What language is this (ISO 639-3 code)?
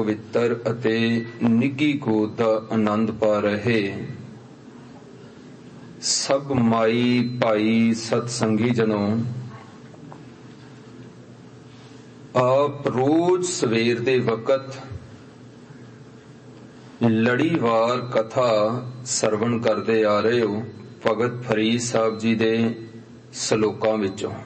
pan